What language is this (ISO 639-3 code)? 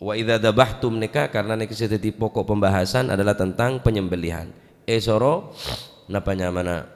mad